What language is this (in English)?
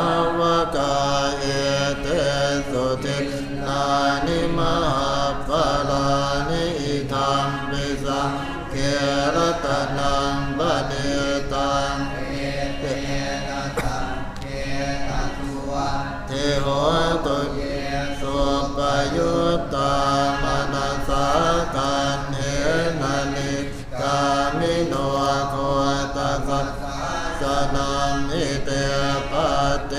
Pali